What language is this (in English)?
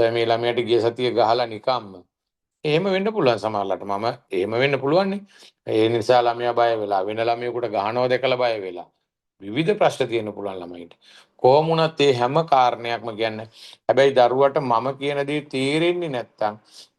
Sinhala